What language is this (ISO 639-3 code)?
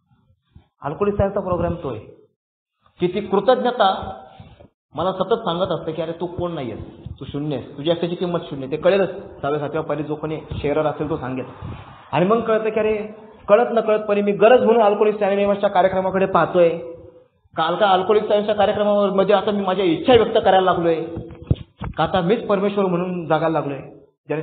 mar